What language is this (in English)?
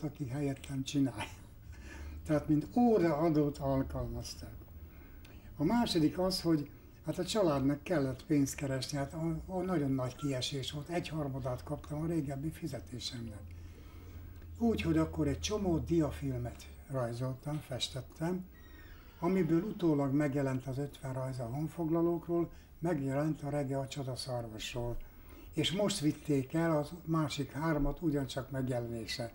Hungarian